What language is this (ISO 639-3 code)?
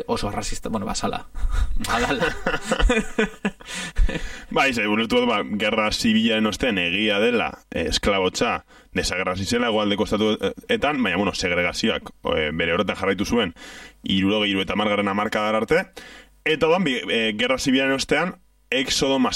eus